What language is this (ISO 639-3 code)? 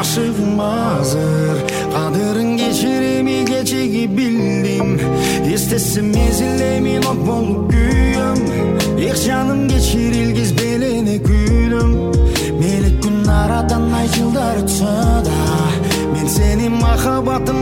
kir